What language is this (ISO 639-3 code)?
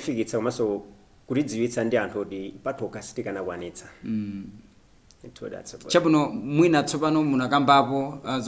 nya